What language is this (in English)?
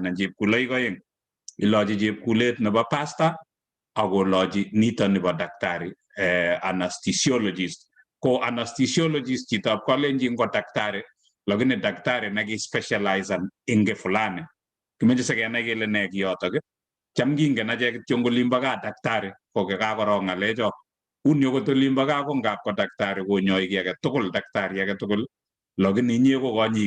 Kalenjin